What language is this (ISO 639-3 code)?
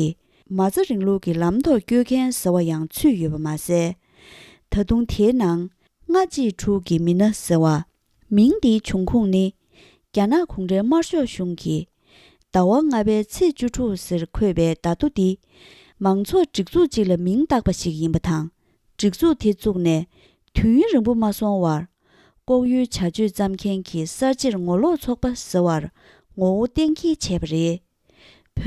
bod